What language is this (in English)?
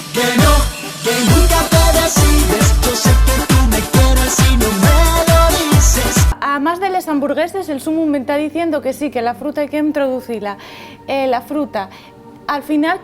Asturian